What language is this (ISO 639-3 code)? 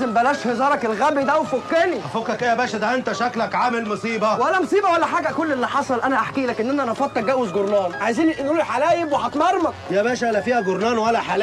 arz